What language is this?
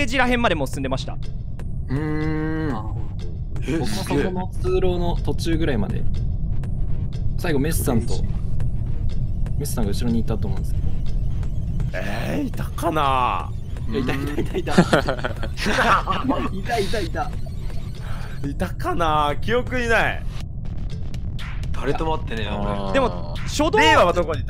Japanese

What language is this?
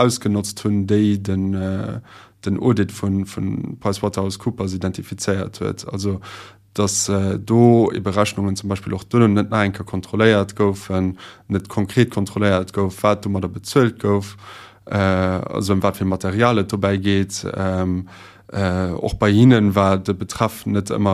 Luxembourgish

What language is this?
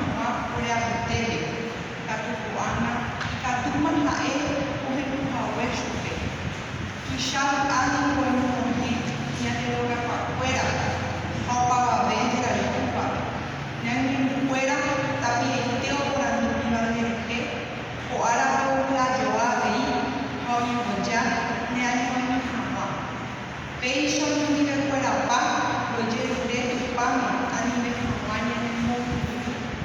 Guarani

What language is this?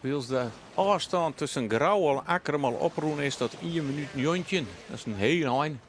Western Frisian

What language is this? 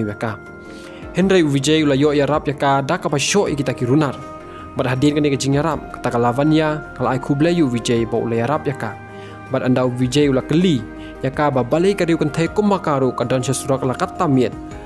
Khasi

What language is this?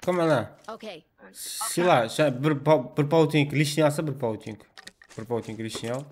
Kara-Kalpak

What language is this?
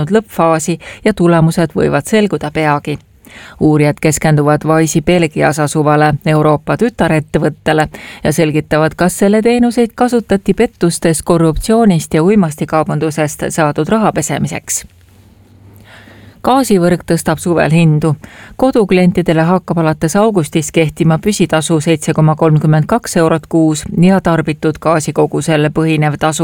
Estonian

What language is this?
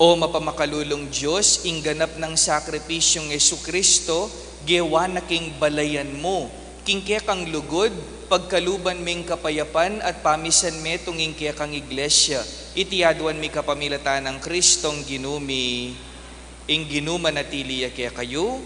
Pampanga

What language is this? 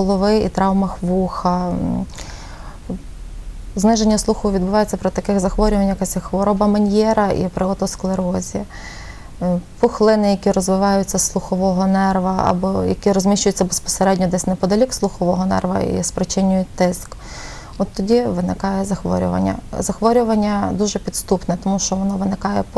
Ukrainian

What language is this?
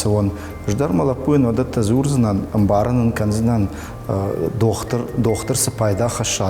Ossetic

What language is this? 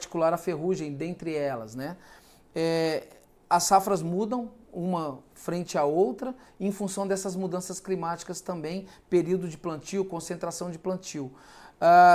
Portuguese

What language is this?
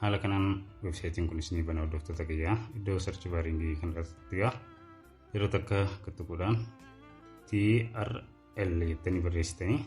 Oromo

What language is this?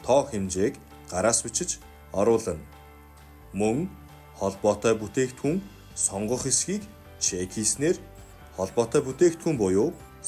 Mongolian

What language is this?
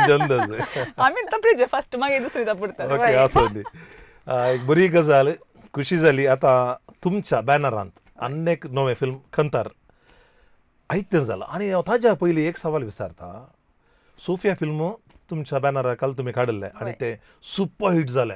Konkani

